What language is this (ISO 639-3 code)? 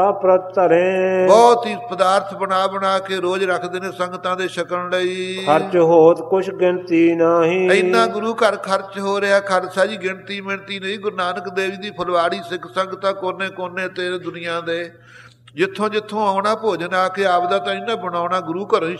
pan